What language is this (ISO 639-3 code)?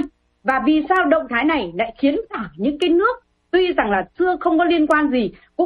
vie